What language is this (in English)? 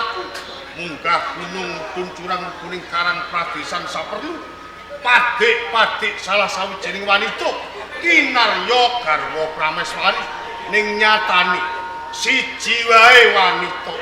Javanese